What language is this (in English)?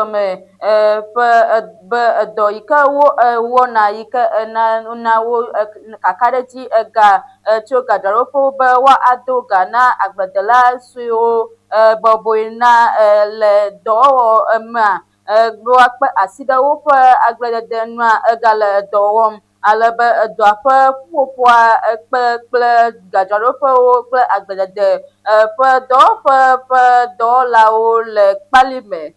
Ewe